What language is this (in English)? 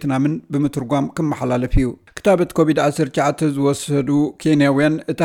Tigrinya